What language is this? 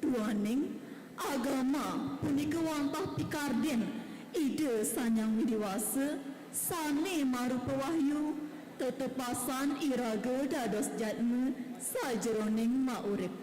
Balinese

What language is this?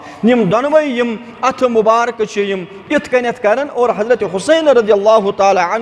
Kashmiri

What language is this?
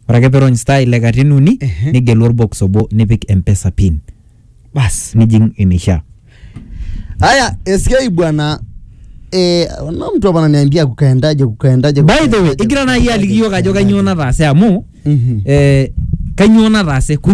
Swahili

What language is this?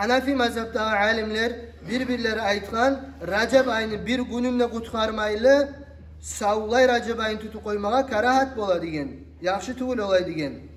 Kumyk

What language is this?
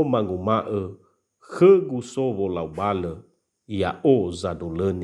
Nias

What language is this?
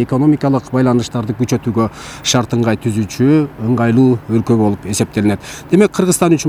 Kyrgyz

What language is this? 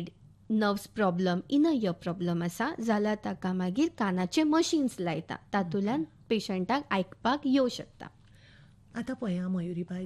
Konkani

